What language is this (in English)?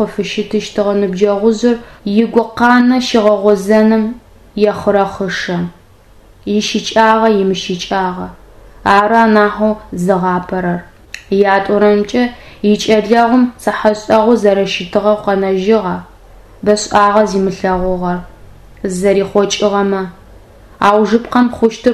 Adyghe